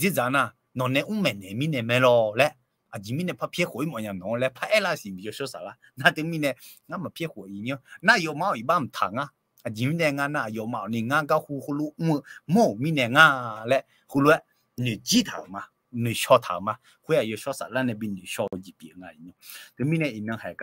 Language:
Akha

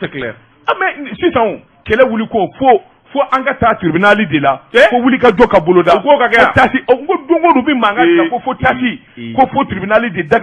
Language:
Bambara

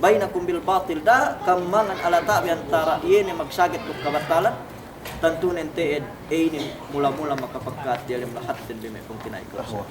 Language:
Yakan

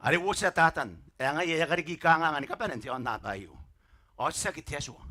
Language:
Gilbertese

